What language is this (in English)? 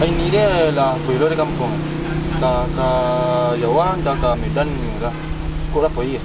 Minangkabau